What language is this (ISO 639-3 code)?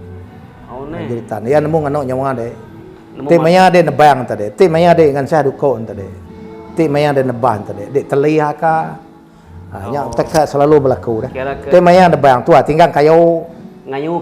iba